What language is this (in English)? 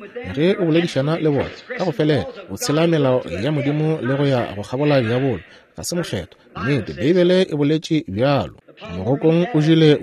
Northern Sotho